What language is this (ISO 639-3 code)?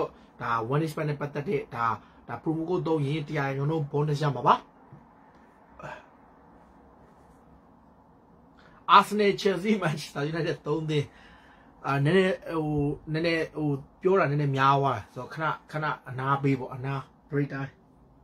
mya